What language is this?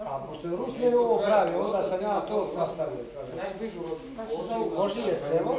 Bosnian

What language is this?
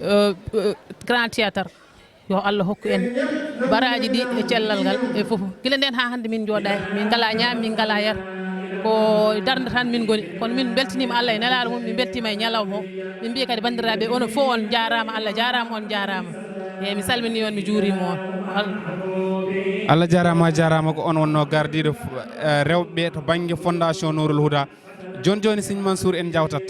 Fula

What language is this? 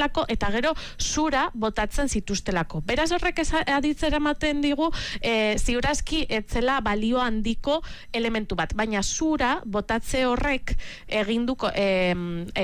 Basque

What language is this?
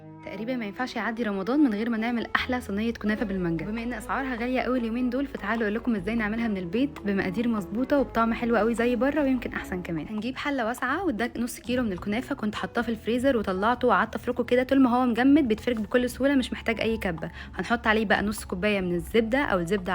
Egyptian Arabic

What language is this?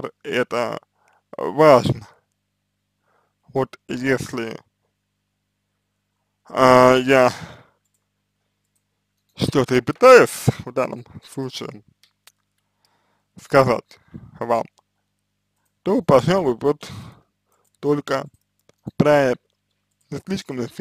Russian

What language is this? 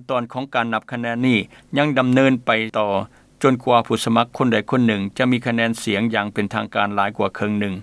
Lao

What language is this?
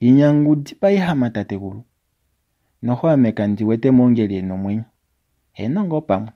Kuanyama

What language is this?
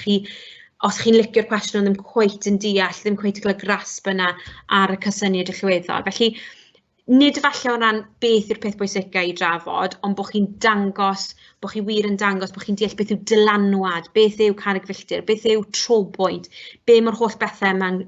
Welsh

